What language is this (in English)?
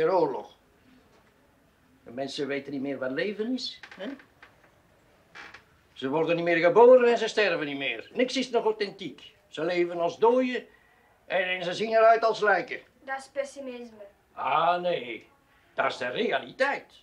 Dutch